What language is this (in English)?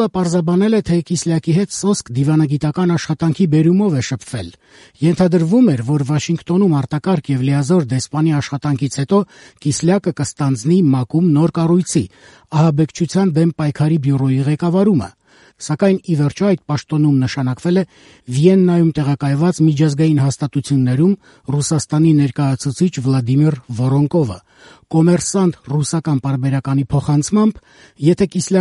Armenian